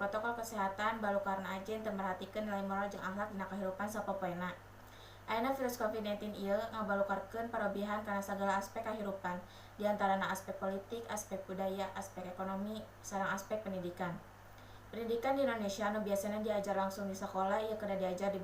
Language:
Sundanese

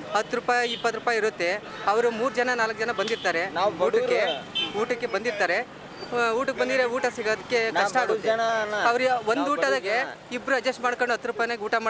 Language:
Kannada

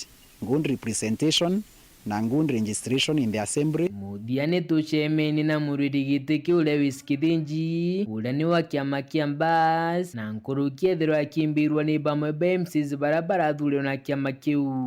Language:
Meru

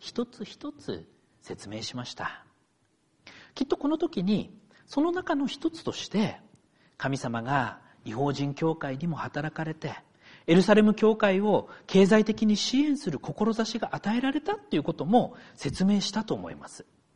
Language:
Japanese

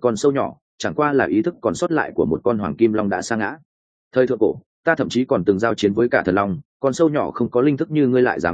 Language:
Vietnamese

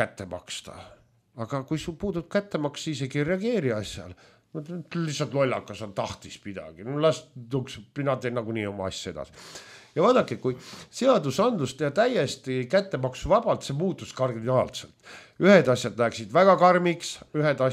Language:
Estonian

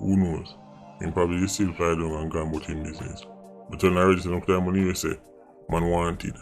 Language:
Jamaican Creole English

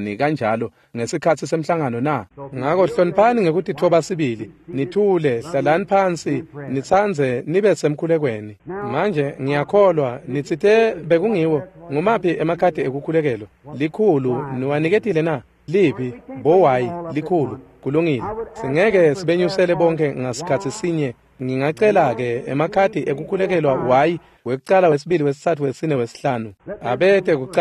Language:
Swati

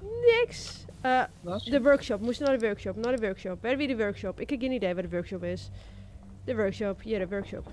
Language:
Western Frisian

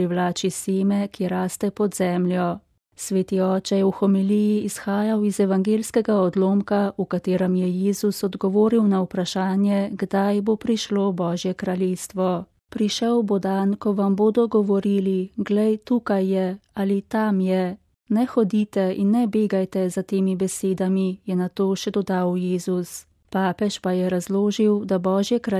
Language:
Slovenian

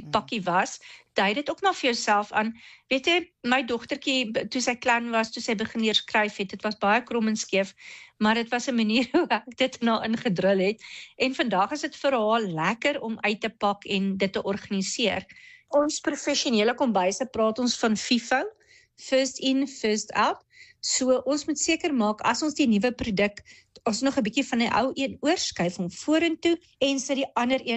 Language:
Afrikaans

